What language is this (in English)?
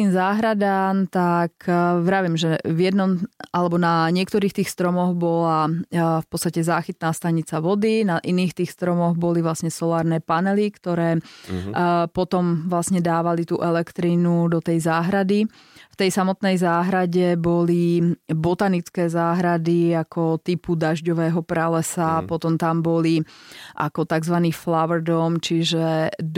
Slovak